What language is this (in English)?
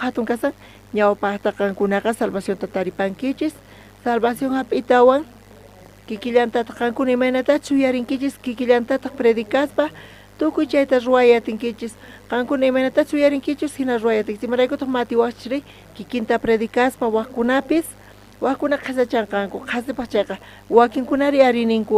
South Bolivian Quechua